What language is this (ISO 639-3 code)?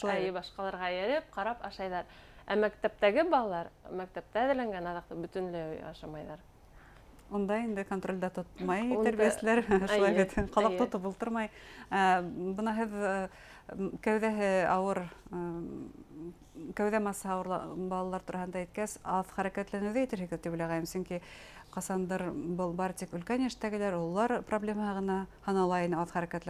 bak